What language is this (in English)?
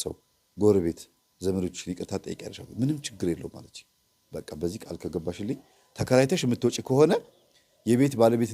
Amharic